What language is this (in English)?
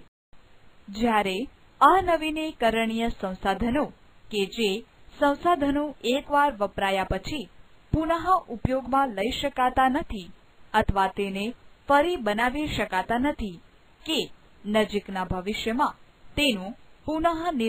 Gujarati